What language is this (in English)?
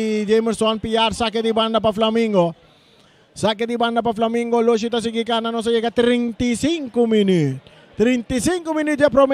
Papiamento